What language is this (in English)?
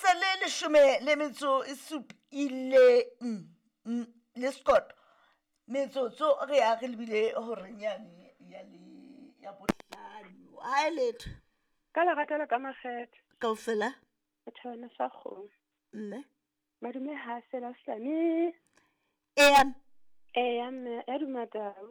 Southern Sotho